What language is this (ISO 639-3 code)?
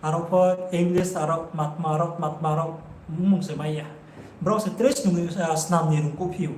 ria